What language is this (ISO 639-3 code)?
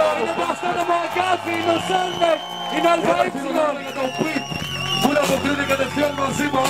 ell